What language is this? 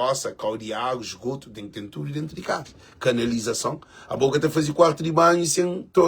Kabuverdianu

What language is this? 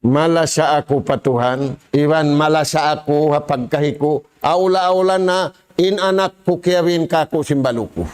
Tausug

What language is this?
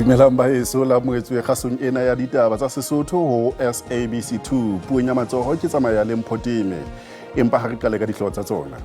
Southern Sotho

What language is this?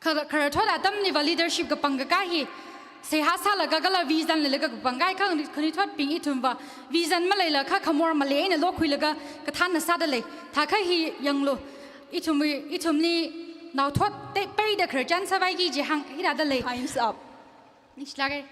Tangkhul Naga (India)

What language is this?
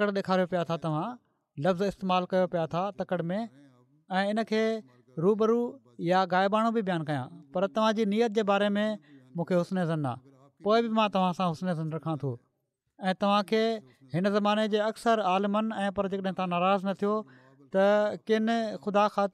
Sindhi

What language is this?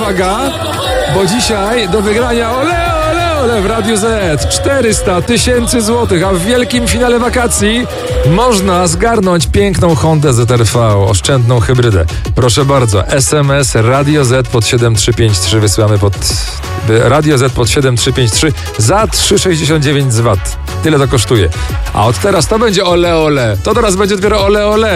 Polish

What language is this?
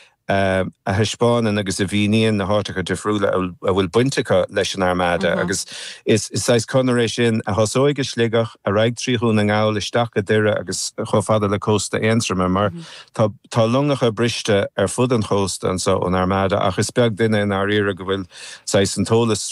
Irish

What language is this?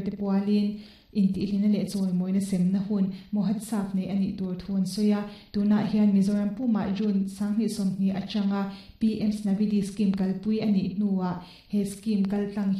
Mizo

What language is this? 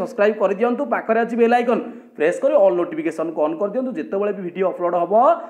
Odia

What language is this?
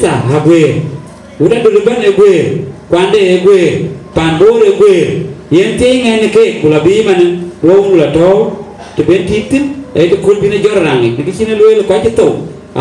Dinka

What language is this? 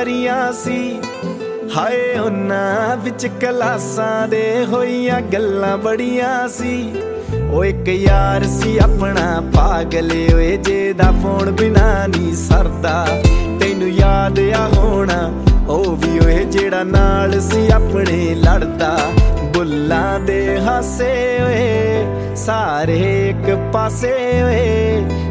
Punjabi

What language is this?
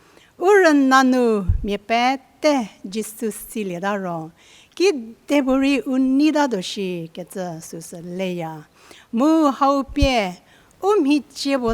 Angami Naga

